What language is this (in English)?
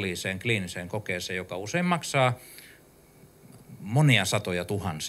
Finnish